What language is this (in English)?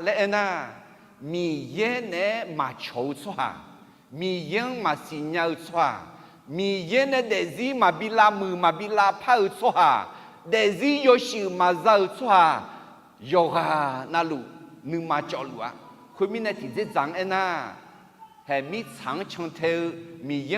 Akha